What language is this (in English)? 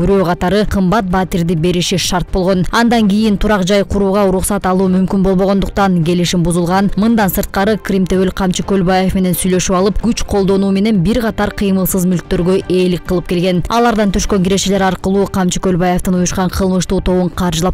Kyrgyz